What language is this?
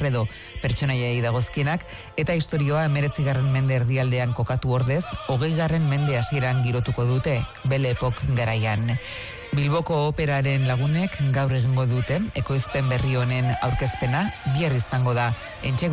Basque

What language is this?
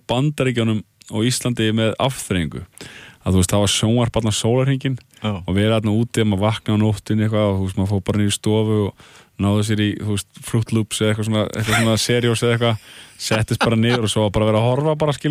Icelandic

